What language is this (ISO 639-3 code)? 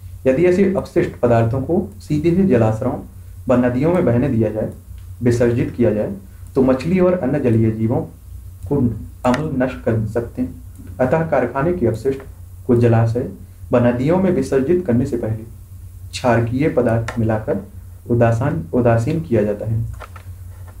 hin